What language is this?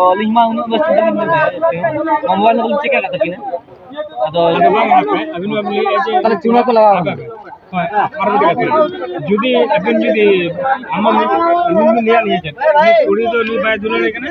Santali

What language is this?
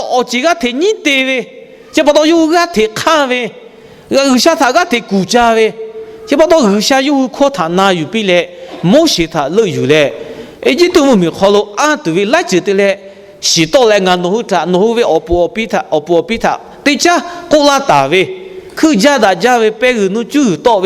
Lahu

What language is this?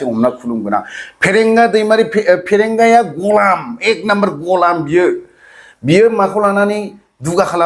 Bodo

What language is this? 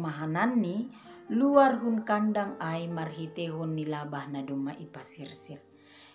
Batak Simalungun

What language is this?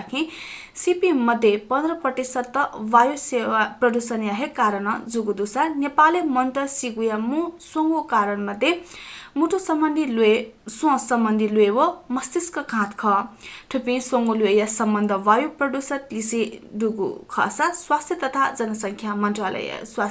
Newari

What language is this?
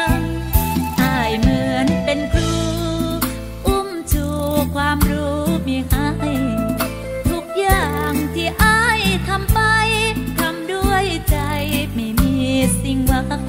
Thai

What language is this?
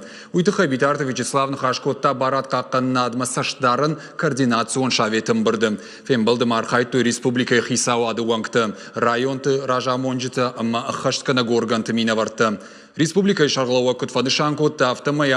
Ossetic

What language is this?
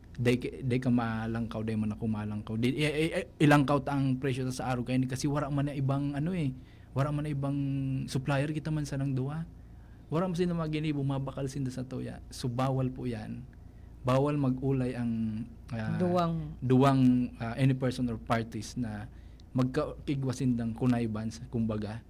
Bikol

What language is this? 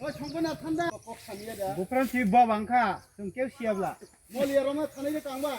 Kok Borok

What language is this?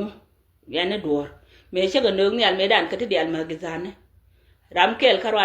Nuer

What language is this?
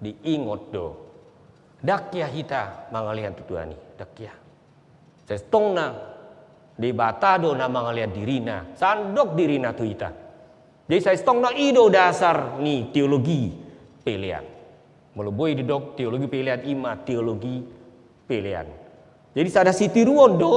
Batak Toba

